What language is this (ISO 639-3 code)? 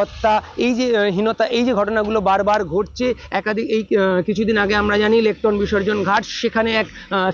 ben